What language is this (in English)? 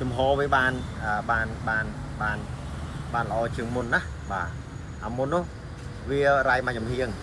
Khmer